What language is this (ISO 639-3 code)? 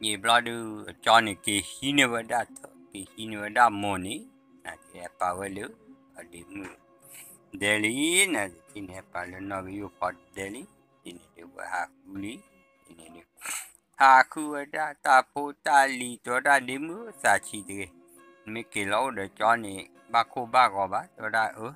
ksw